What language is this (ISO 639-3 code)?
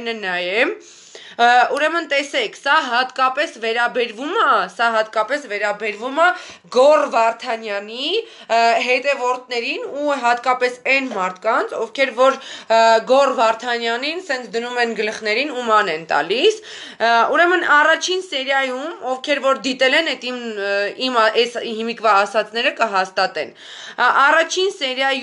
hye